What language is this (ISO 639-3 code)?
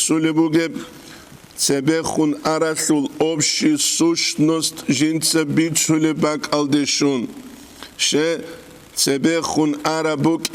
ava